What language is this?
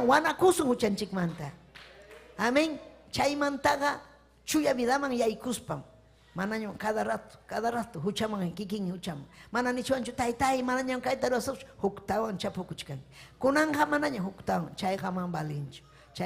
Ayacucho Quechua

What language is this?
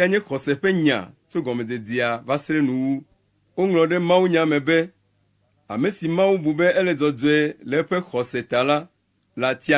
Ewe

